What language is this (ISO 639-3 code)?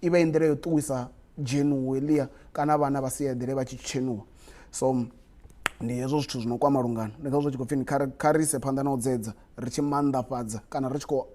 ven